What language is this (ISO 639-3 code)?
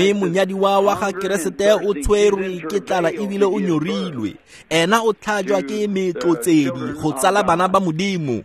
tsn